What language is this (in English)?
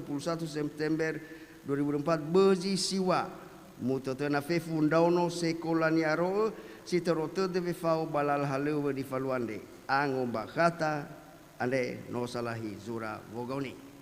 Nias